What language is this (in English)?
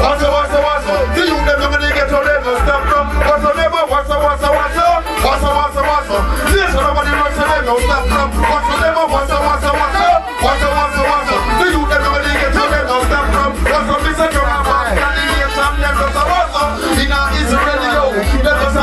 Jamaican Creole English